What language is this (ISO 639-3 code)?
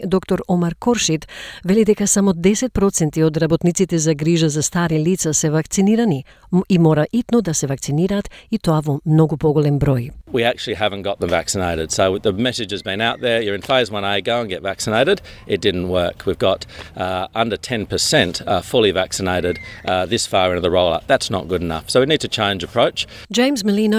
mkd